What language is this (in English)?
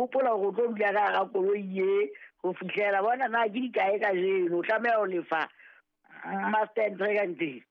Southern Sotho